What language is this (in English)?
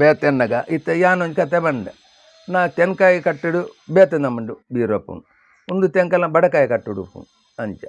Tulu